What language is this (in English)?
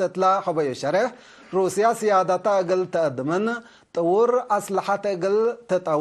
Tigre